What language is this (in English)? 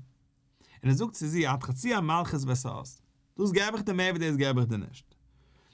Yiddish